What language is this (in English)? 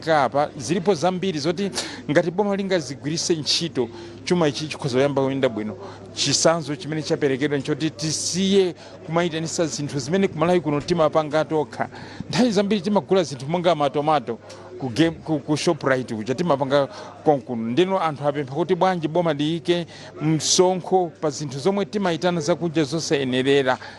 Nyanja